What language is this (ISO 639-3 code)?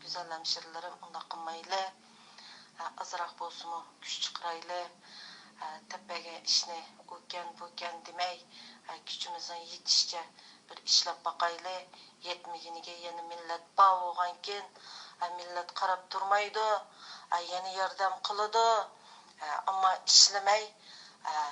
uig